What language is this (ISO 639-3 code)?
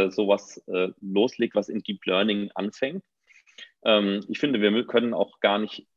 deu